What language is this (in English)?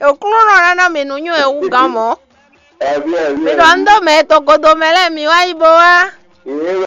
Fon